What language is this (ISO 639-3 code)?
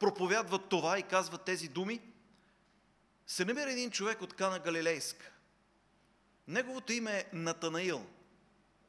bul